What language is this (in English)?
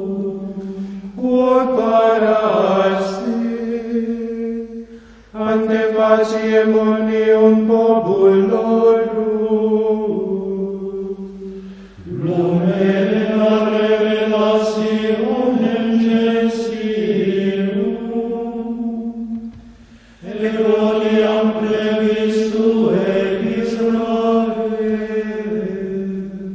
Latin